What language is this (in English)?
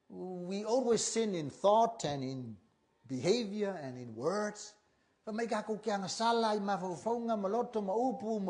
Samoan